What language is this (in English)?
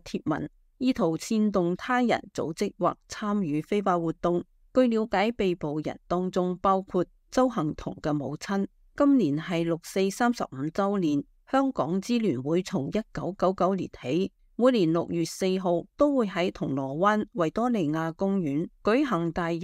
Cantonese